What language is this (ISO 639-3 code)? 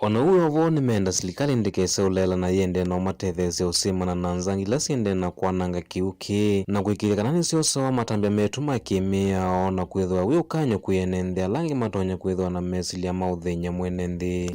kam